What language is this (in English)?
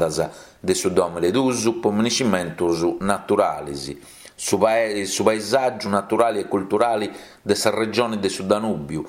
Sardinian